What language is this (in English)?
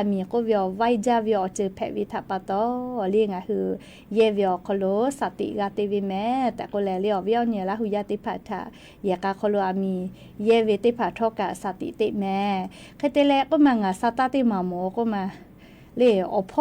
Lahu